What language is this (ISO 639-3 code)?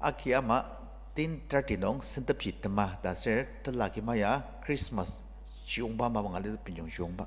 njo